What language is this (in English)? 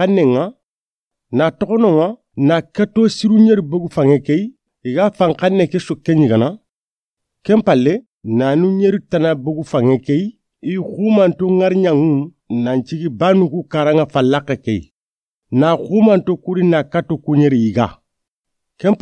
Soninke